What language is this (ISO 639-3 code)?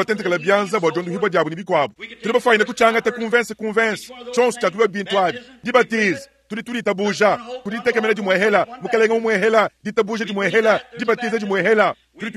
lua